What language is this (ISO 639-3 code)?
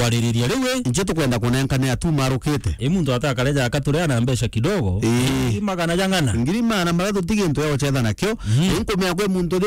mer